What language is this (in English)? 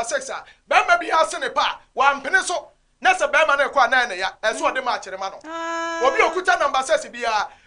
Akan